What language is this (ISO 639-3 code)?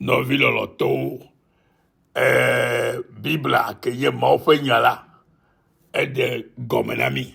ewe